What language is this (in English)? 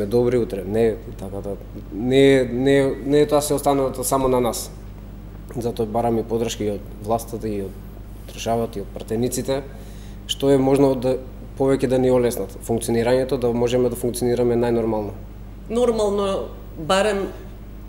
Macedonian